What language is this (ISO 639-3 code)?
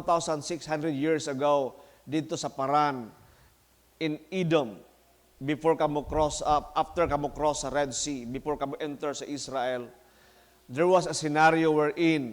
ceb